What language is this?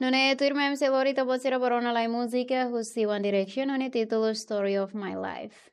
Tetum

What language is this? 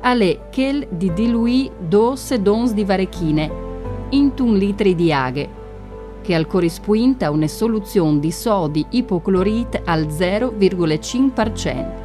Friulian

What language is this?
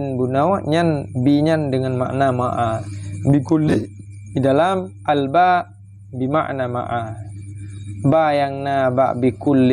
Achinese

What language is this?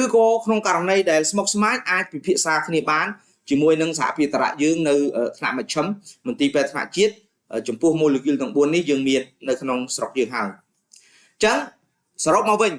Khmer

